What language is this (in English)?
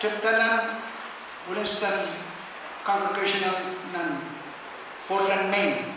Pohnpeian